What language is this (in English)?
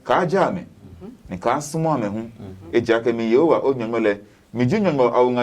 Adangme